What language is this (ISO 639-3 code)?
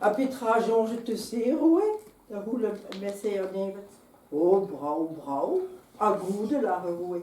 bre